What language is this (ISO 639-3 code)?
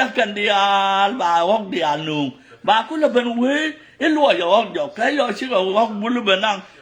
nus